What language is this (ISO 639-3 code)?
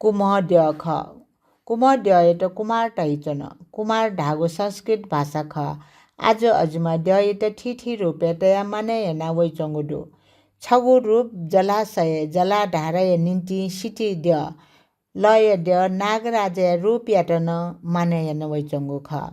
new